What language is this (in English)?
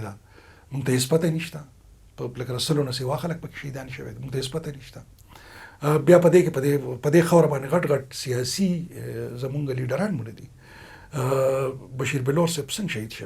Pashto